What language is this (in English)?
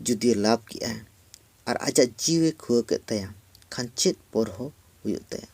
Santali